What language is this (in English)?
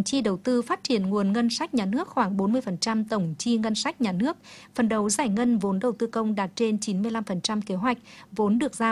Vietnamese